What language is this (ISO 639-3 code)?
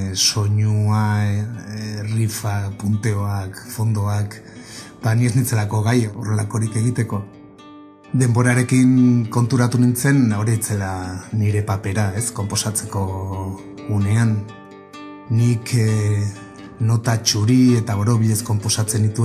eus